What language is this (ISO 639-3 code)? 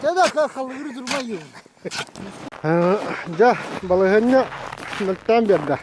sah